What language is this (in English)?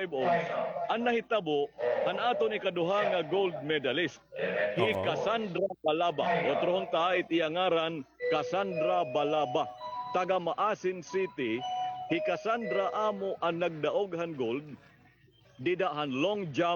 Waray